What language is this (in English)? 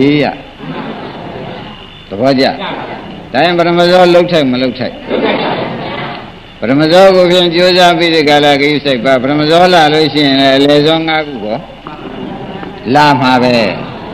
Burmese